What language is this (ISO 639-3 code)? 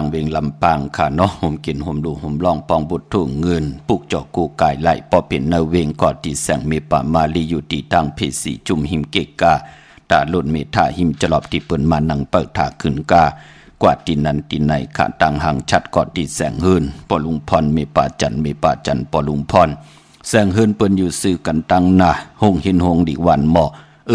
shn